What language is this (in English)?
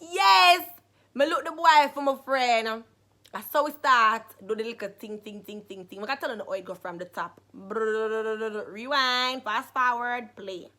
Jamaican Creole English